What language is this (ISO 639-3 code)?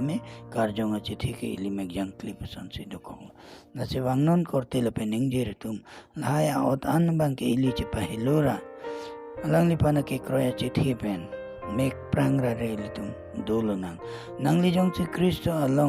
mjw